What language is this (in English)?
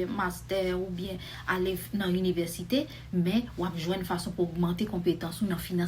Haitian Creole